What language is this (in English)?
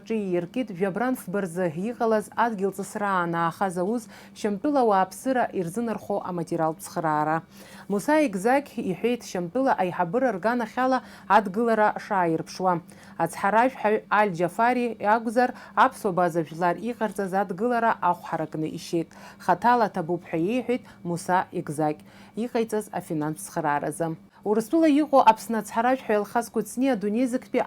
Abkhazian